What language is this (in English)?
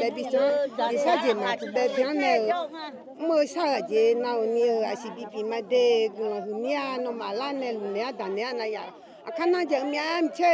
Akha